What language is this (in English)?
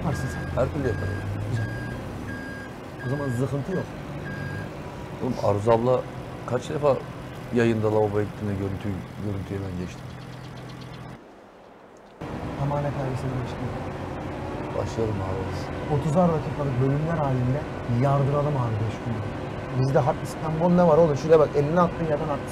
Turkish